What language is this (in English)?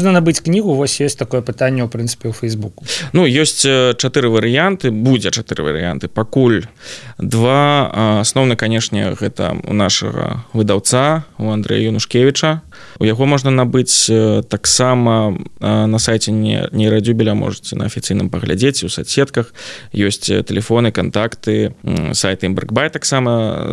Belarusian